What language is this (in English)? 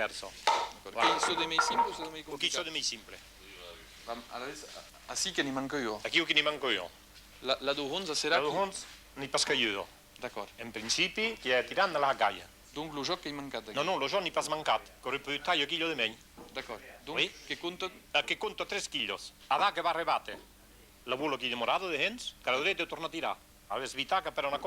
Occitan